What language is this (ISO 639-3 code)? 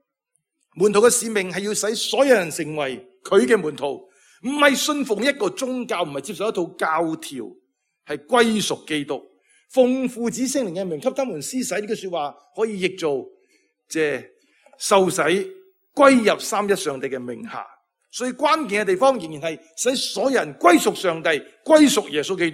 yue